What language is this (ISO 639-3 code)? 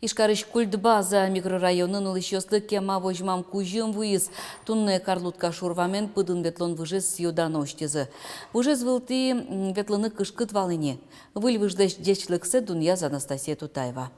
udm